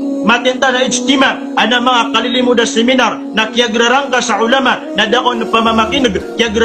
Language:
Maranao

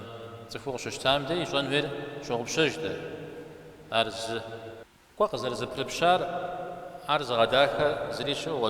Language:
Kabardian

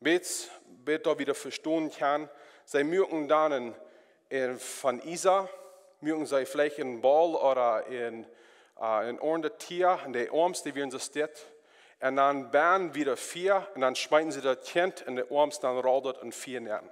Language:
Plautdietsch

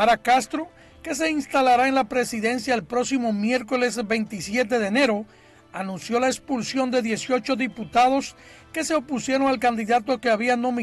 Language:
Spanish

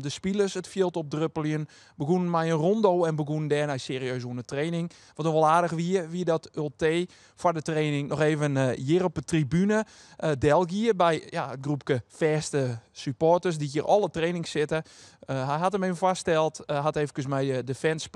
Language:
Western Frisian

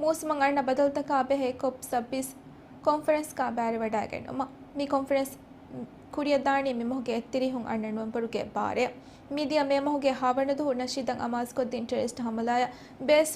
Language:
Divehi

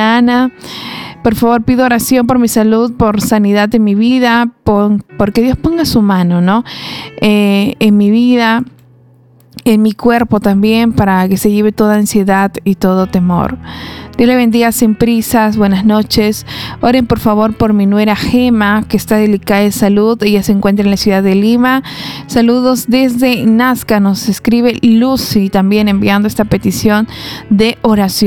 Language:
Spanish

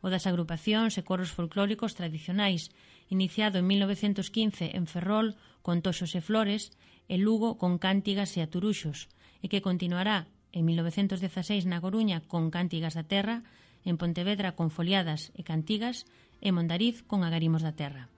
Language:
Galician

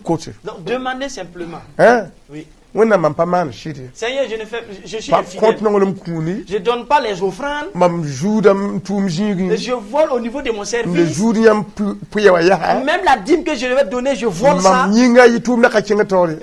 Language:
Mossi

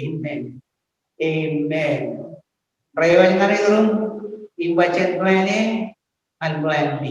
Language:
Marshallese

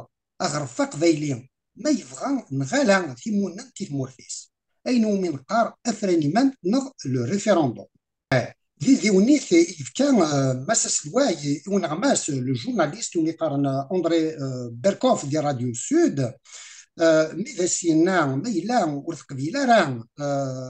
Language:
Kabyle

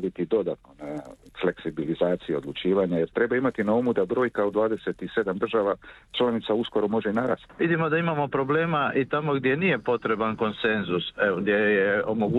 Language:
Croatian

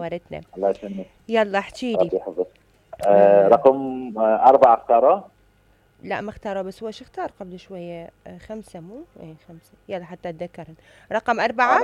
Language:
Mesopotamian Arabic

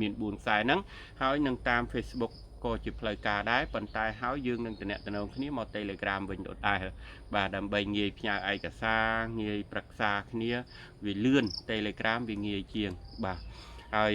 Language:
Khmer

